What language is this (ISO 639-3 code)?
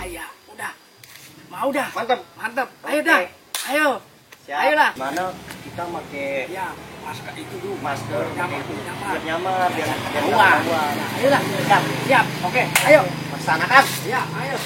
bew